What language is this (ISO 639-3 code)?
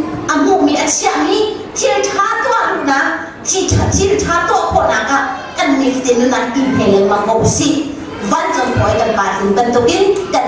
cnh